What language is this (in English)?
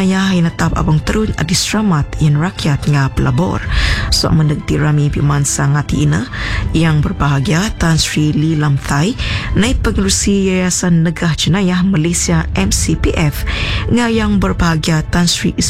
Malay